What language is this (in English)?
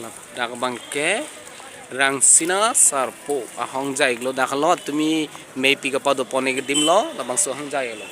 Karbi